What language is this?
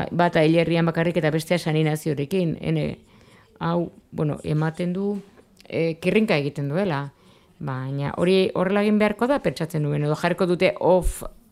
Basque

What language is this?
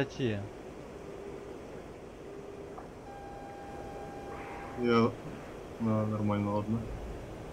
Russian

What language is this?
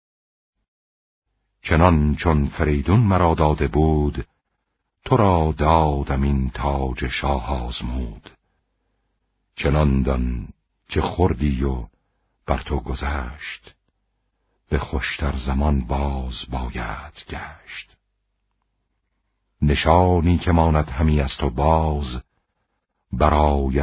Persian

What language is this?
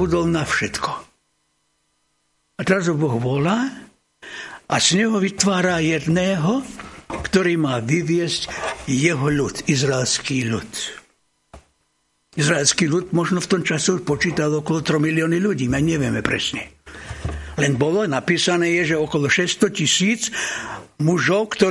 Slovak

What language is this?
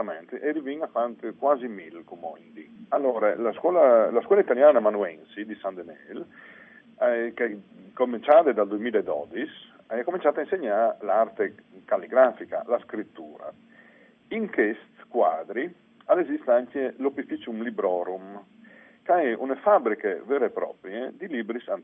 Friulian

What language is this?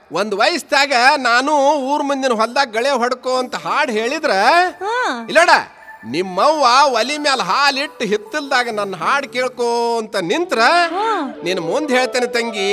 Kannada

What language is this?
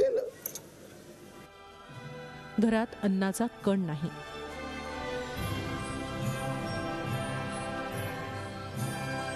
Marathi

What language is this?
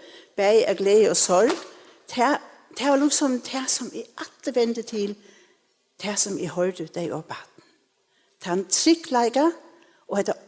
Faroese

